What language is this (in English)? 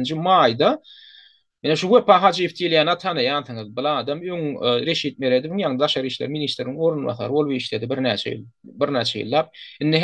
Turkmen